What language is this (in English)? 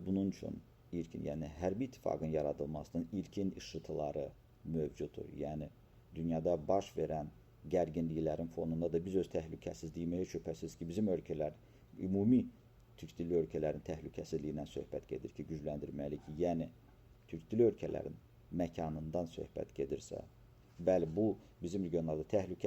Azerbaijani